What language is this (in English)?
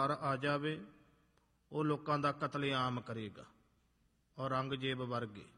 Punjabi